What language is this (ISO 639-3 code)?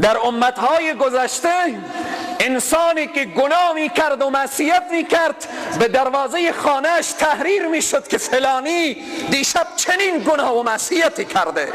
fas